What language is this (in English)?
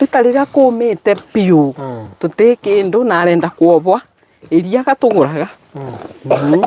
Kikuyu